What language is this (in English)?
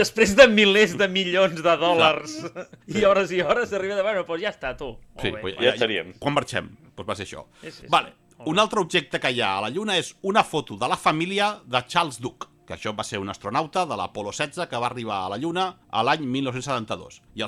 Catalan